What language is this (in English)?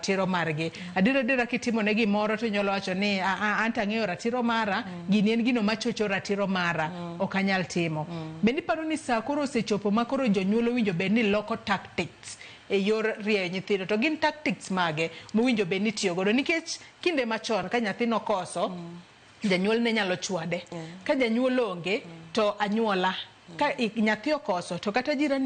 Luo (Kenya and Tanzania)